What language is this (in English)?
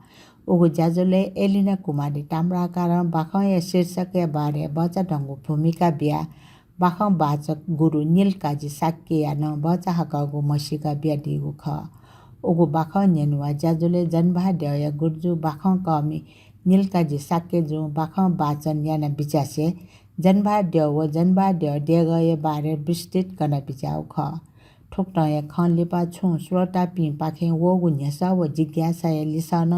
Newari